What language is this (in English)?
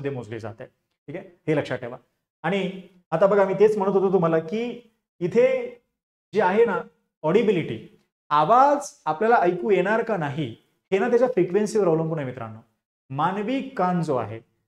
Marathi